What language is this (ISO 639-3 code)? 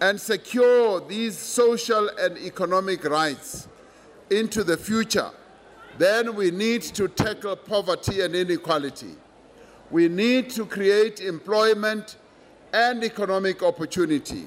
eng